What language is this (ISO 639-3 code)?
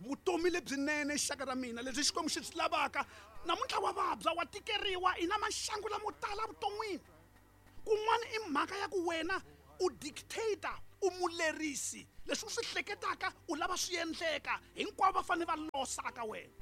tso